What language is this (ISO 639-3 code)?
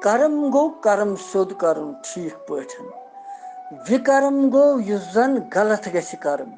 kas